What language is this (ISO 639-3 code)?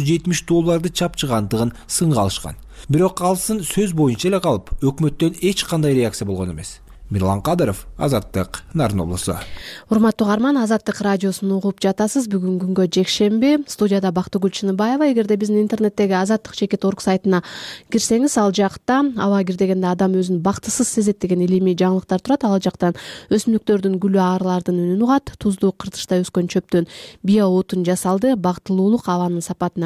kir